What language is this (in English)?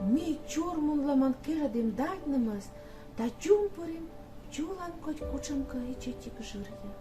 Komi